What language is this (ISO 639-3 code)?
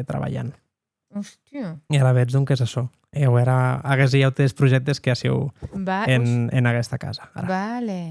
oci